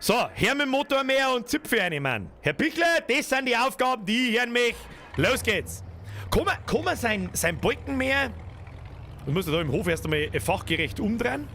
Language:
Bavarian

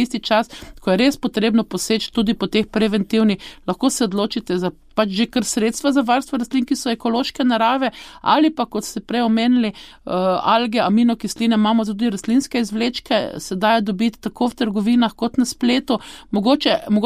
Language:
Slovenian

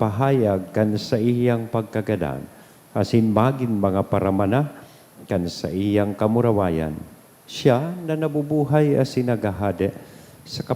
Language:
Bikol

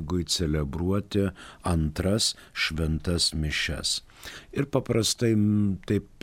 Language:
Lithuanian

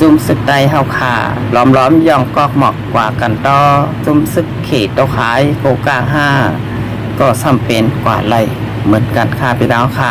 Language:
Shan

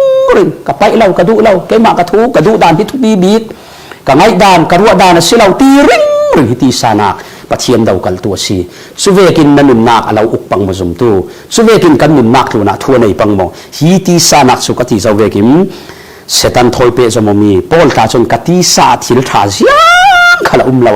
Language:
Falam Chin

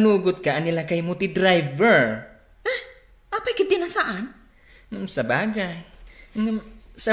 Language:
Iloko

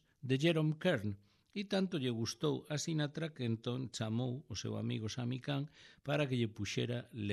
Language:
Galician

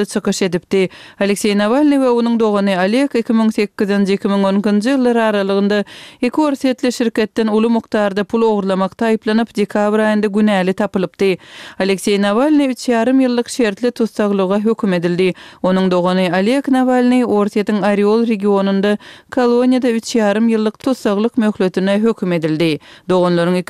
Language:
Turkmen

